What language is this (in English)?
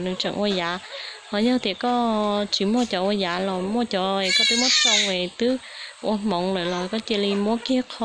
Hmong